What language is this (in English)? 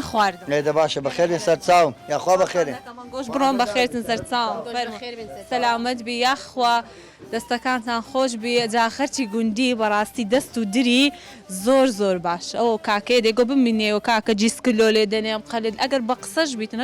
Central Kurdish